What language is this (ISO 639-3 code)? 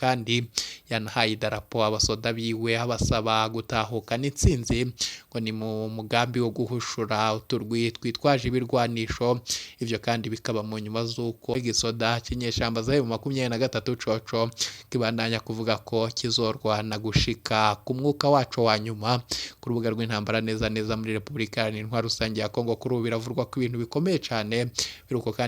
run